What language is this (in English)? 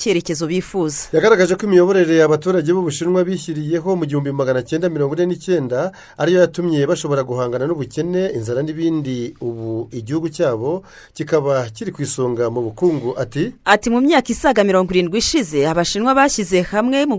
Kinyarwanda